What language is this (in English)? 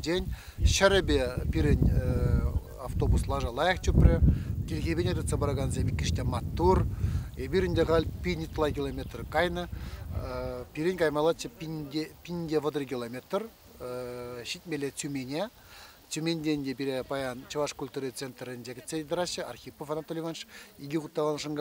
Chuvash